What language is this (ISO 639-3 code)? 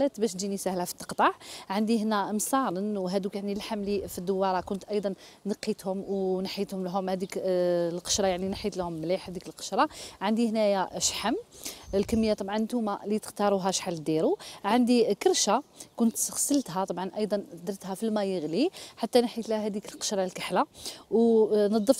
arq